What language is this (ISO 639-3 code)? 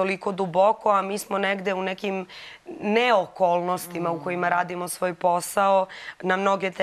srp